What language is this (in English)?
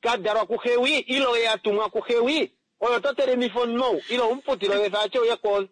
Kuanyama